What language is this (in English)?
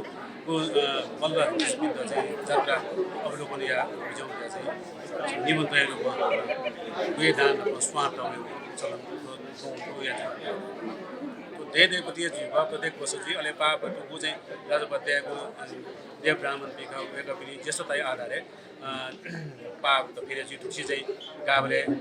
Newari